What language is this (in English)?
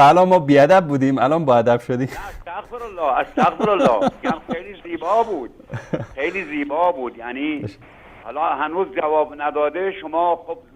Persian